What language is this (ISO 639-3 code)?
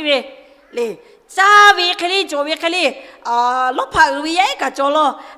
lhu